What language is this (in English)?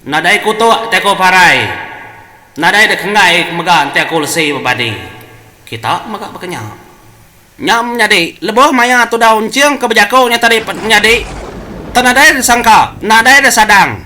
Iban